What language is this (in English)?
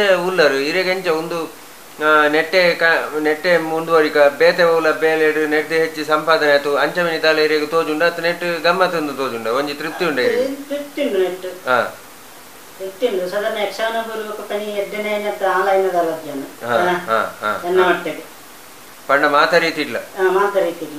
Tulu